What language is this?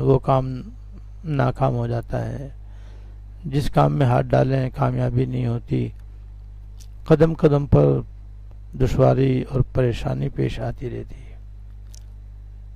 Urdu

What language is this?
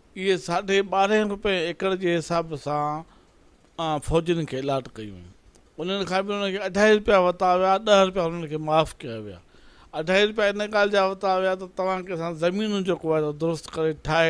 Sindhi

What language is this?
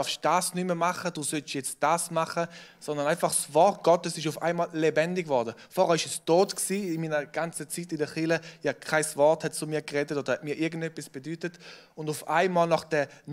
Swiss German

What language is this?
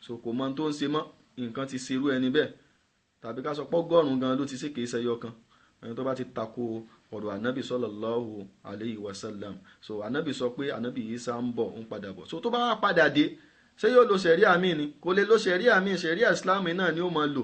Yoruba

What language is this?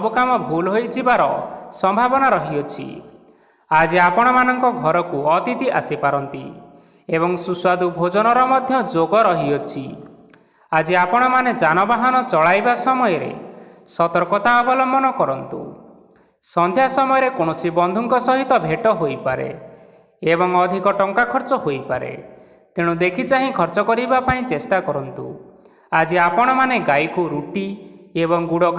Odia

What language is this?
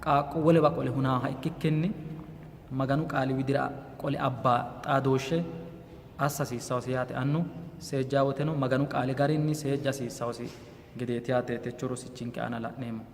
Sidamo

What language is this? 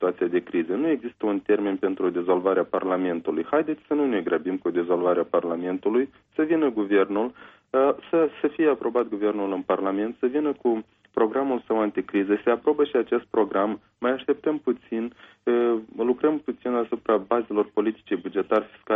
Romanian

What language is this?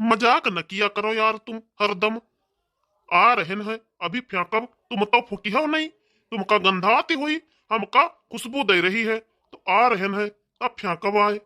Awadhi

